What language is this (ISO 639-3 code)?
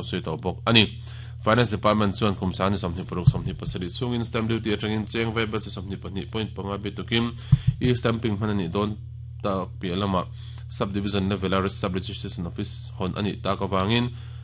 lus